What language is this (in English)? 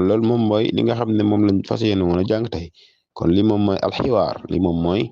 Wolof